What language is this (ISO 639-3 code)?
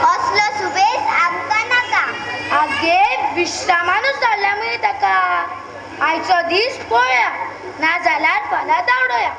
kok